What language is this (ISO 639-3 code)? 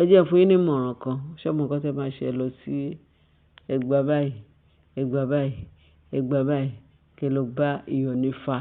yor